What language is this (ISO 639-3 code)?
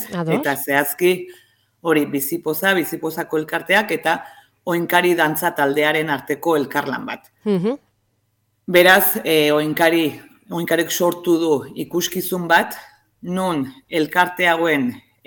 eus